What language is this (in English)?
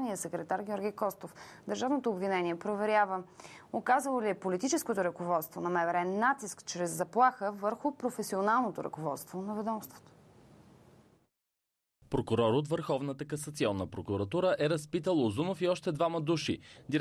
Bulgarian